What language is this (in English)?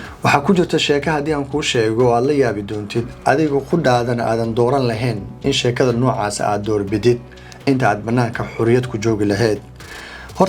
Somali